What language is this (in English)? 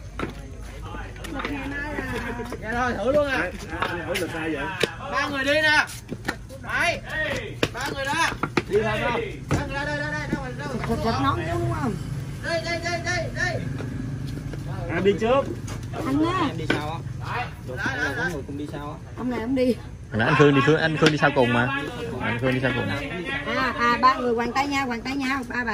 Vietnamese